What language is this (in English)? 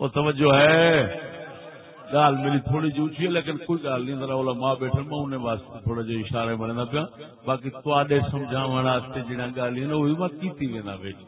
Saraiki